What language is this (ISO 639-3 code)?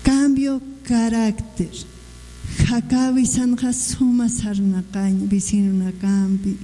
aym